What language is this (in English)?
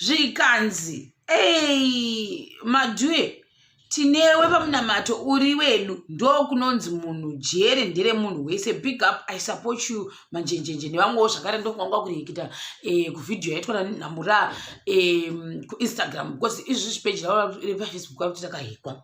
Shona